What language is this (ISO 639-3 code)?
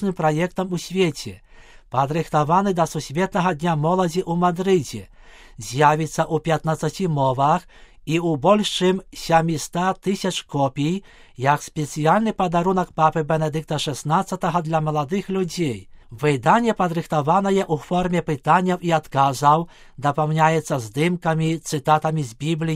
bel